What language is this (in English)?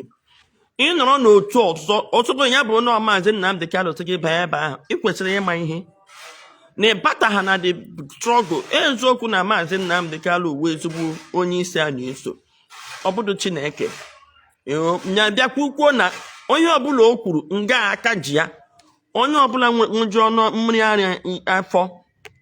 Igbo